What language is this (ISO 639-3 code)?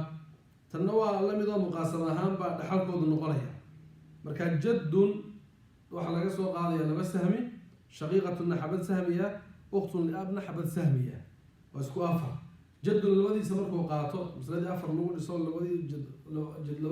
som